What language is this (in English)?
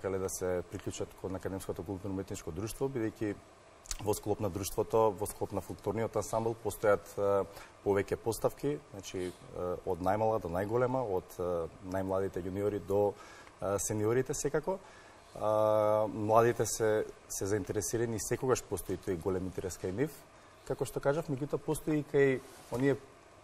Macedonian